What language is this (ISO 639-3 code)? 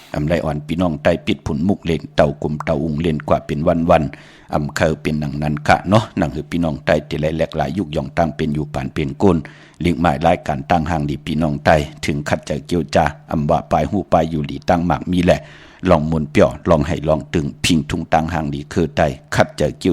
shn